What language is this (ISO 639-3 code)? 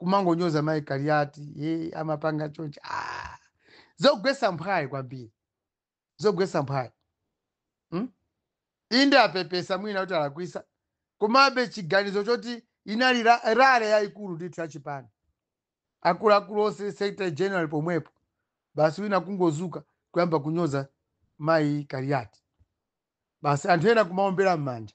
nya